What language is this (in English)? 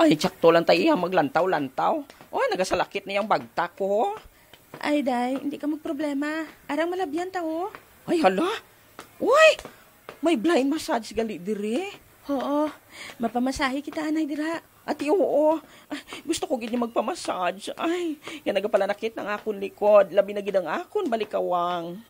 Hiligaynon